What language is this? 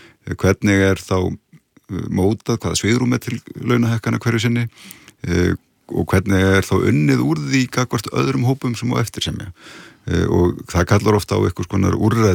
Icelandic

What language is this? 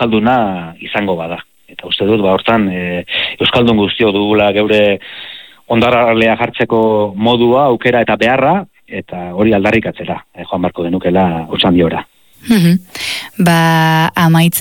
Basque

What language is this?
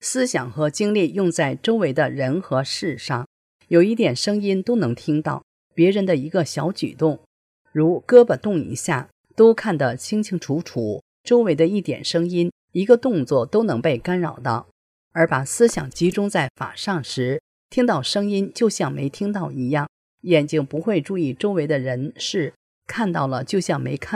Chinese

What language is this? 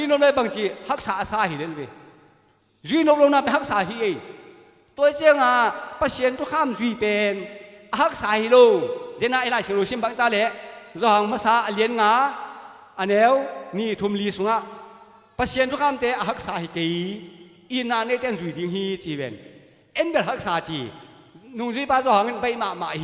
Tedim Chin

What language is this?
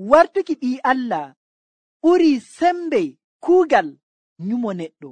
Nigerian Fulfulde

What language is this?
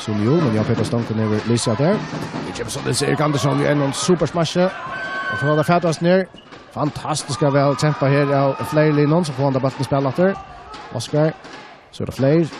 Faroese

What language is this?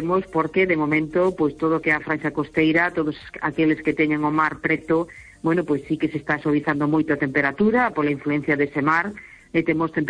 Galician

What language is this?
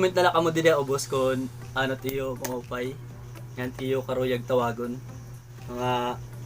Waray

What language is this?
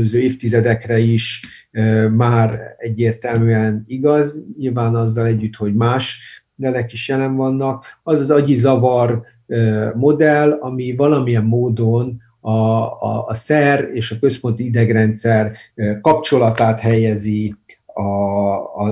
Hungarian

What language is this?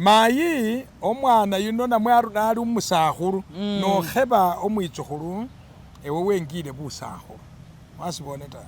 Masaaba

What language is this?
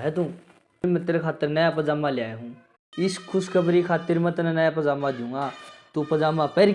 Haryanvi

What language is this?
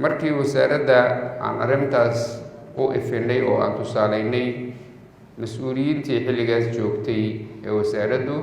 Somali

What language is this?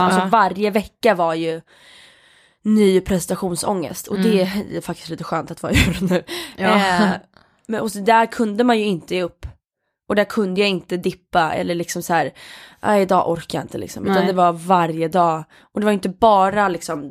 Swedish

